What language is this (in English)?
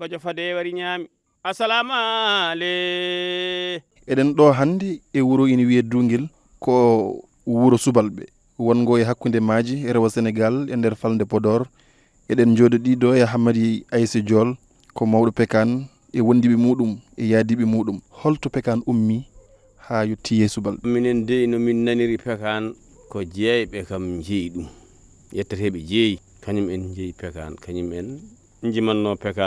Fula